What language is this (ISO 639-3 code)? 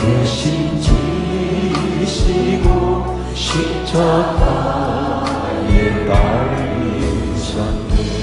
kor